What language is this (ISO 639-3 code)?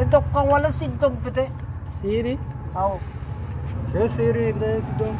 bgp